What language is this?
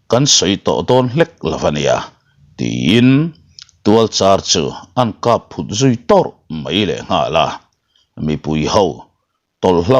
Mizo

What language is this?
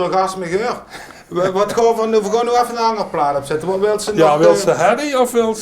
Limburgish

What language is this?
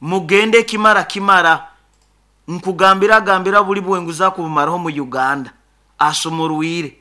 Nyoro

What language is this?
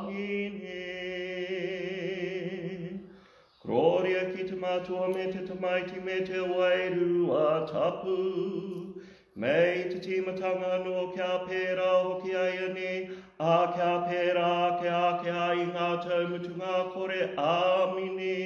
Māori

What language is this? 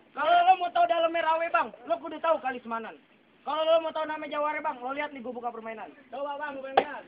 Betawi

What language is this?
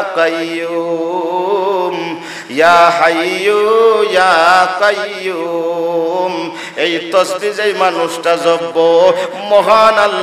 Sylheti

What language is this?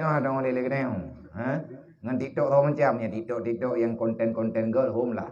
Achinese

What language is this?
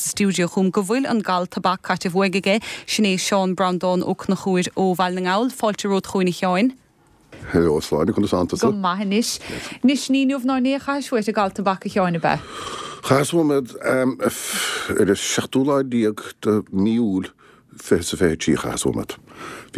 Irish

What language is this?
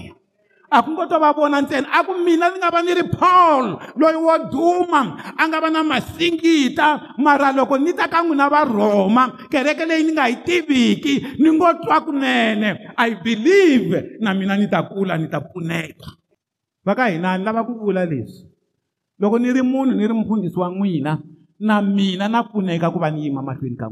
Tsonga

